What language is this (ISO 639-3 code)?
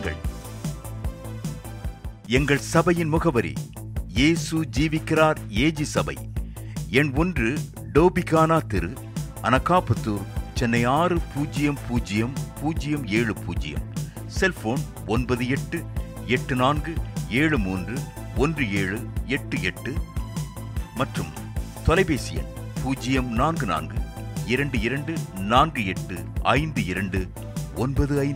tam